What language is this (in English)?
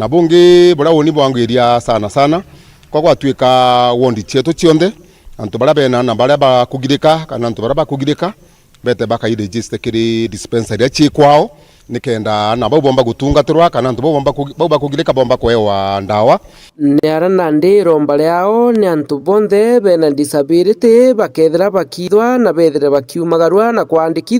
Meru